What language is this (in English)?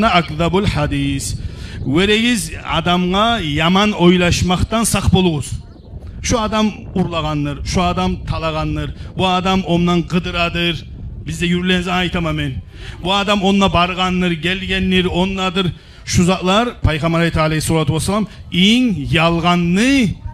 Kumyk